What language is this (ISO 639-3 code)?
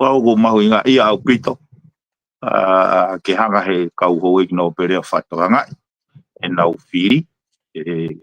ton